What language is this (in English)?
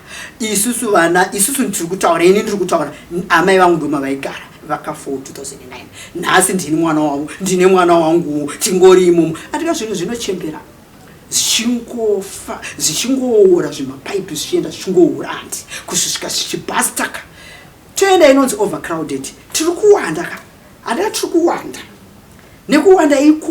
Shona